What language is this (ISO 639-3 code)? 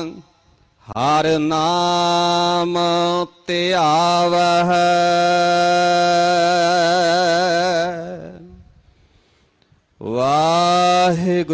pan